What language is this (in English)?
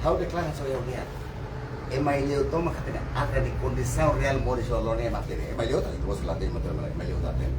Tetum